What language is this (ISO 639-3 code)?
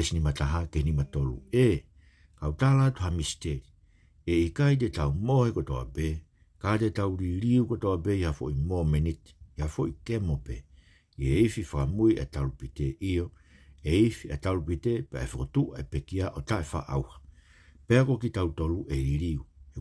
ton